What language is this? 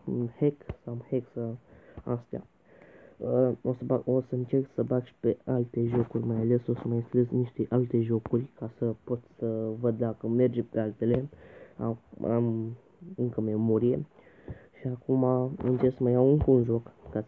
Romanian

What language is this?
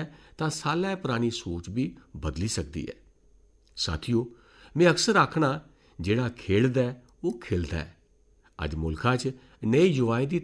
Dogri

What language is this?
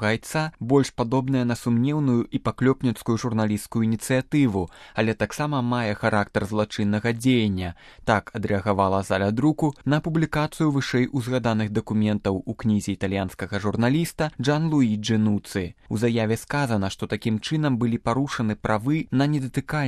Belarusian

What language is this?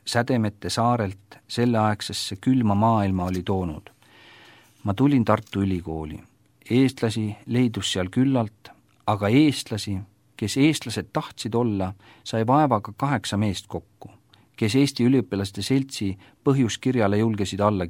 Estonian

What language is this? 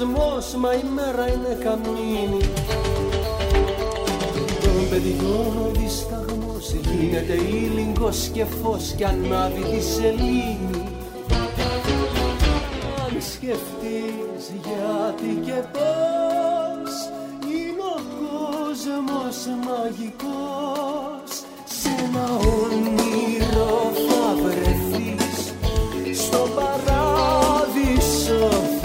Greek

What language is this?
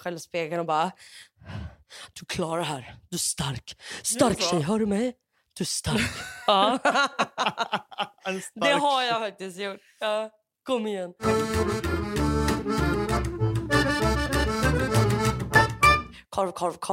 Swedish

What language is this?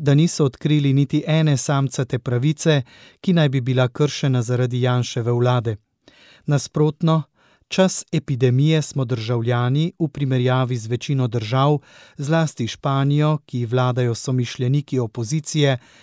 Slovenian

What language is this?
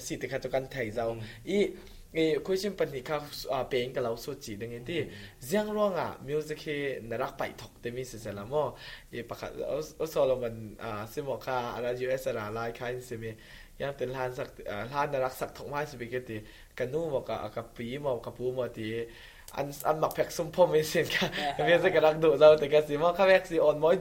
Falam Chin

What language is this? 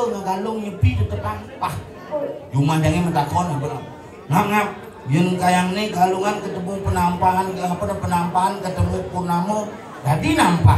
Balinese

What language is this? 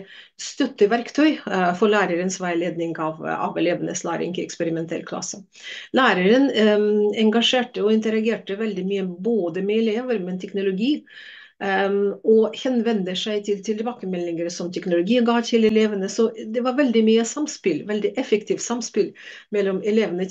Norwegian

